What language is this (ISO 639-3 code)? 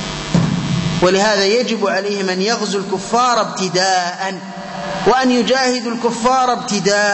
ara